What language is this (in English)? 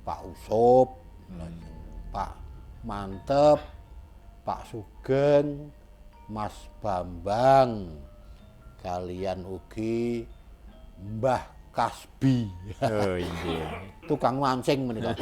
Javanese